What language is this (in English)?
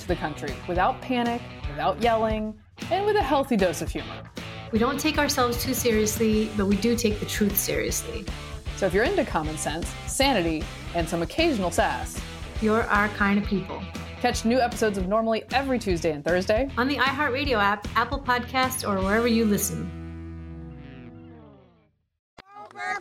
English